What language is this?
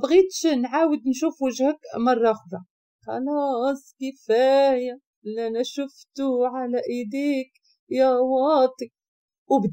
Moroccan Arabic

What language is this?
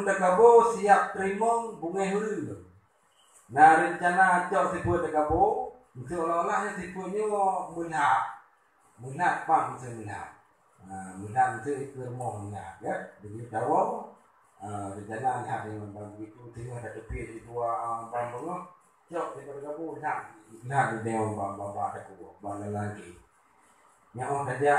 Achinese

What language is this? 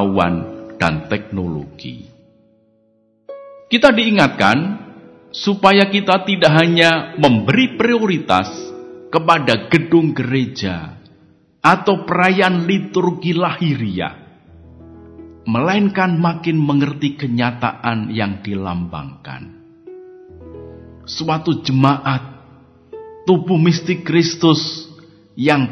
Indonesian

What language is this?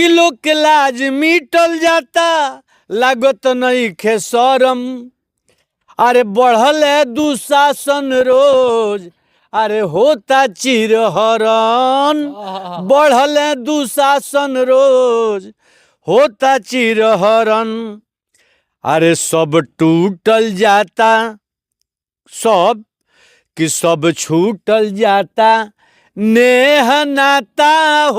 Bhojpuri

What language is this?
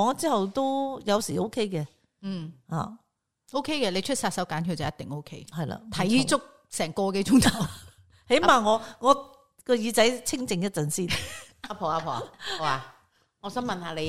Cantonese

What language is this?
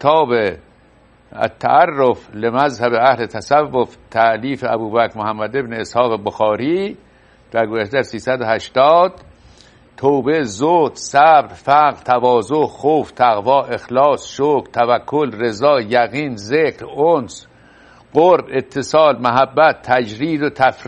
Persian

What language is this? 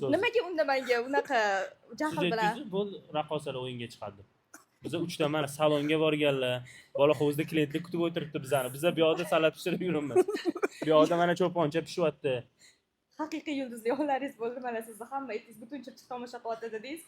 Uzbek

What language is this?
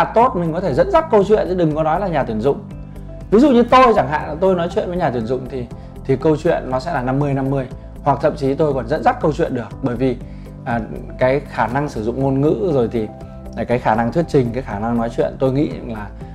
Vietnamese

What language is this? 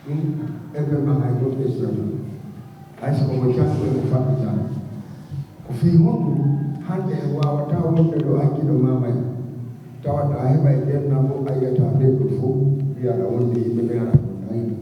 Fula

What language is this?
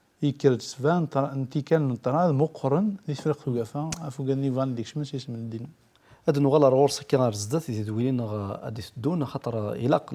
Kabyle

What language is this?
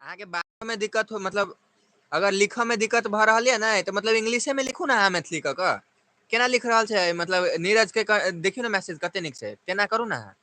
Maithili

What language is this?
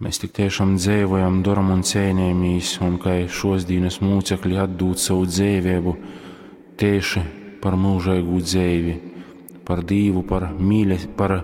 Latgalian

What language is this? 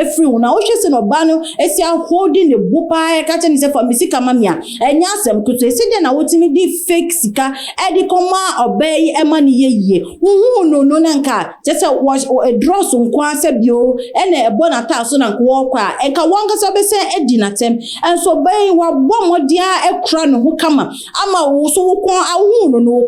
Akan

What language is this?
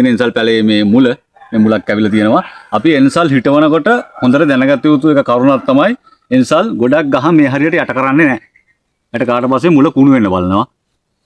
Sinhala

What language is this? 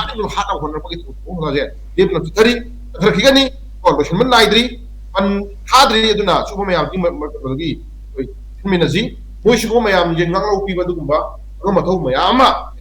Manipuri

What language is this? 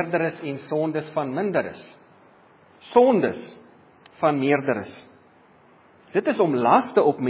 Afrikaans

